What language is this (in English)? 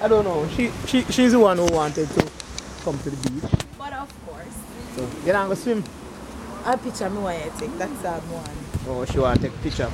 Jamaican Creole English